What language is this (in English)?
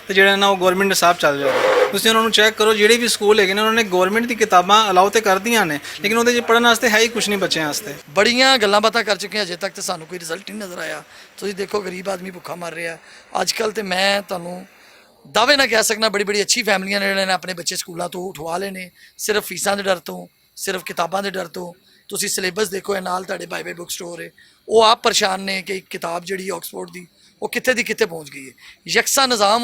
Western Panjabi